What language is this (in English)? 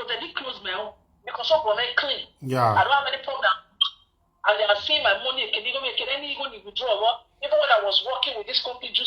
Nigerian Pidgin